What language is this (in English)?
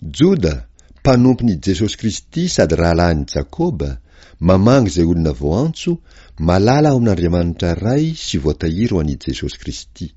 Malagasy